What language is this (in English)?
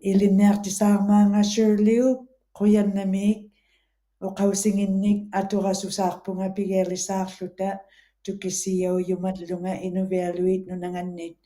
Western Canadian Inuktitut